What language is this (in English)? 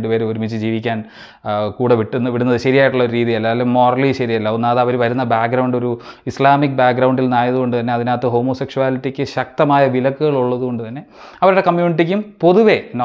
Malayalam